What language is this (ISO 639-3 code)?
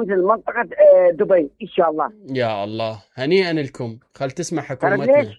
acm